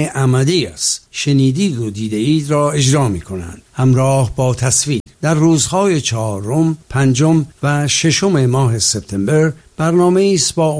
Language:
Persian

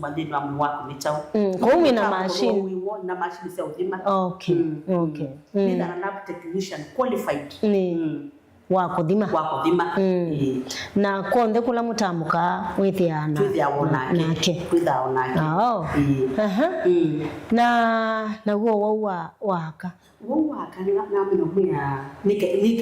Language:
Kamba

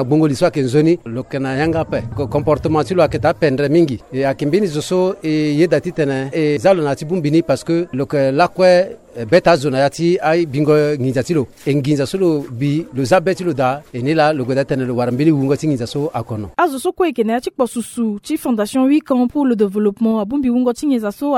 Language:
Sango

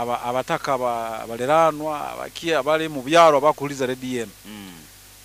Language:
Nyoro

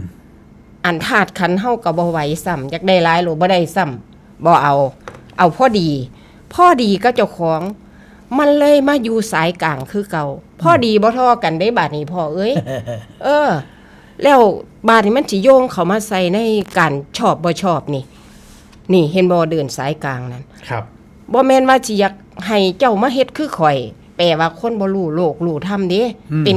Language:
Northeastern Thai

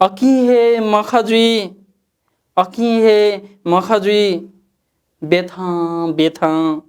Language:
Newari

